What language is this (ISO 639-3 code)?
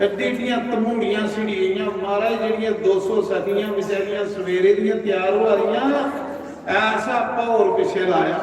doi